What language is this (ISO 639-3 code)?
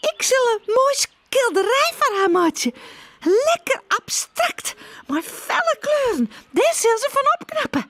fry